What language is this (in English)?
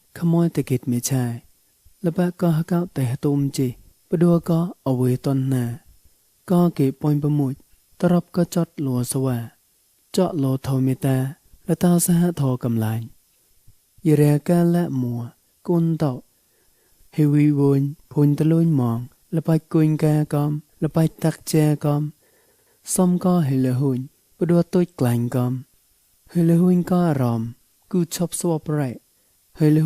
Mon